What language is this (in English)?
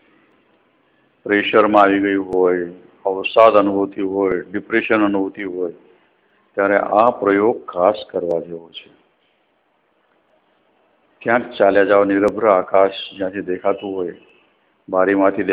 Gujarati